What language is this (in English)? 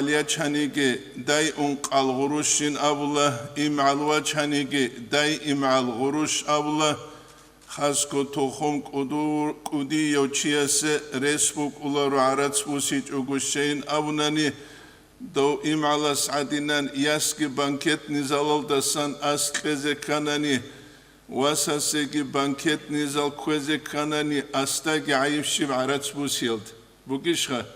Avaric